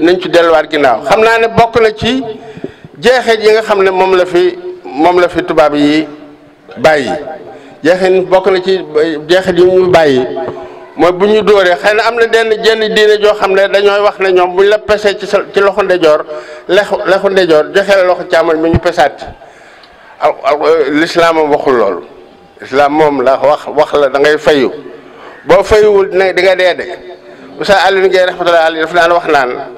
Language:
Wolof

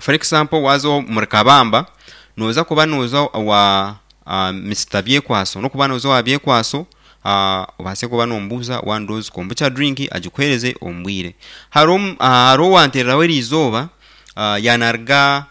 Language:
Nyankole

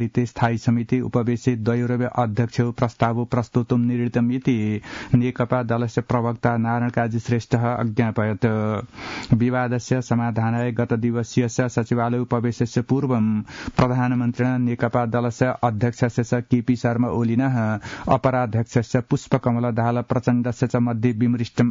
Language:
Sanskrit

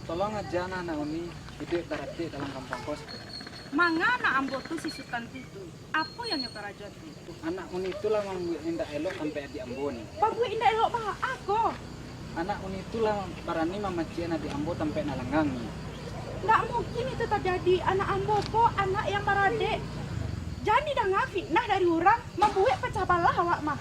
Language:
Minangkabau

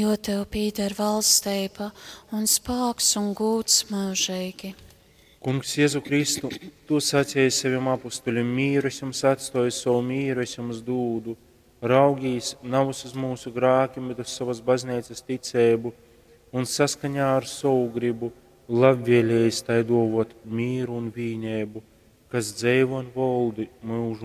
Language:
Latgalian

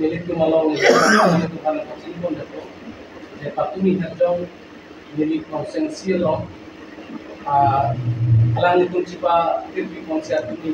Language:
Karbi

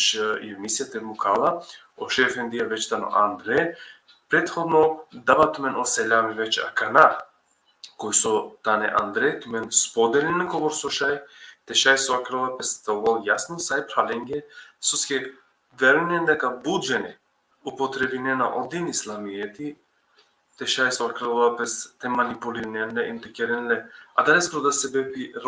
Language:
Balkan Romani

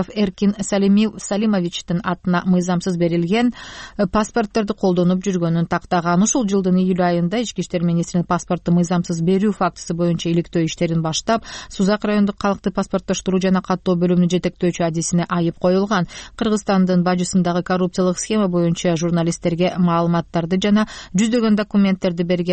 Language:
Kyrgyz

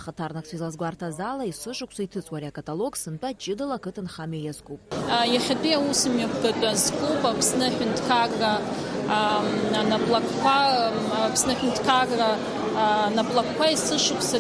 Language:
Abkhazian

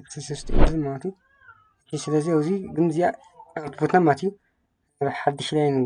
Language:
Tigrinya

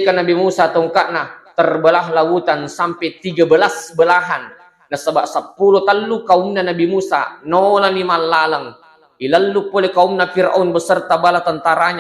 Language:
Buginese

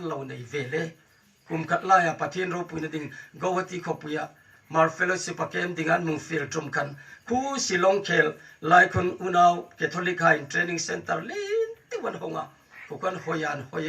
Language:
Hmar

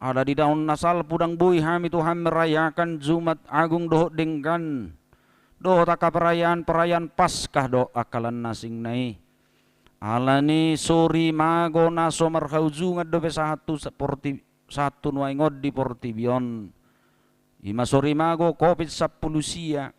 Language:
Batak Toba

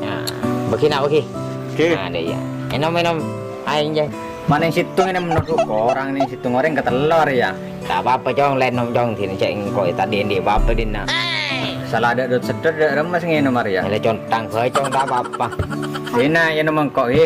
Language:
Madurese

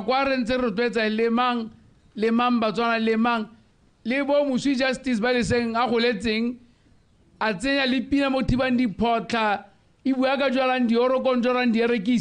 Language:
Tswana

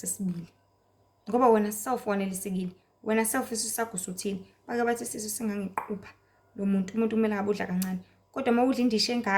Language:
Zulu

